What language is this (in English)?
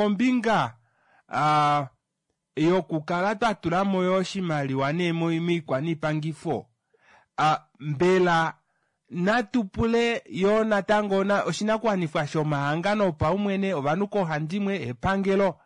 Kuanyama